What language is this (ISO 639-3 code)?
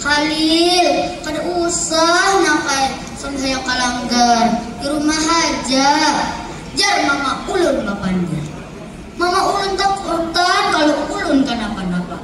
bjn